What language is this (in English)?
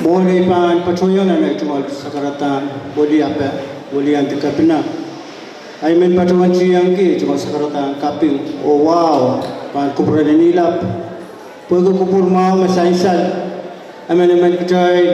Pohnpeian